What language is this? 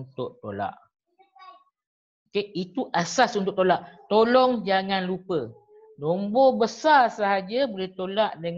Malay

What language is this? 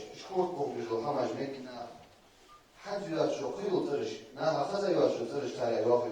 Ingush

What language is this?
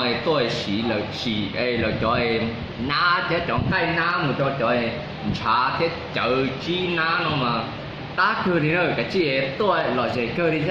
Hmong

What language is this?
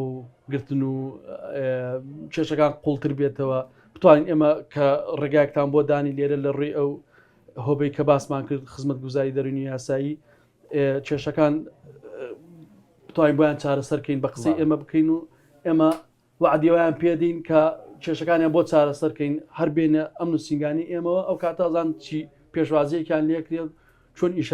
Central Kurdish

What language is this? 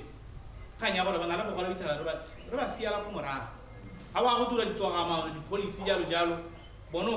Tswana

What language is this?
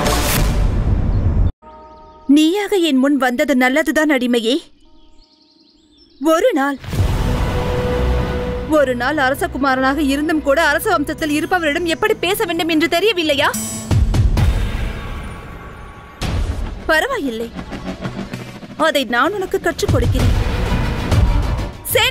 Tamil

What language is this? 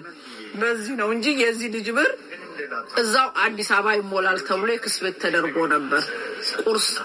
Amharic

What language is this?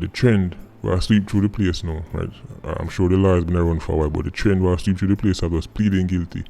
Jamaican Creole English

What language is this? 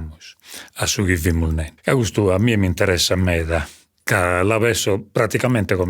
Sardinian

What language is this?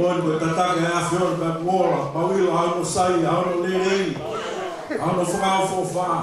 Tongan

